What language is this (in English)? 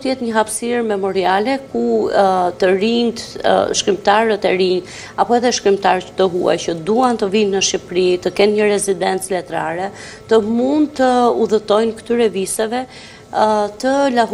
Albanian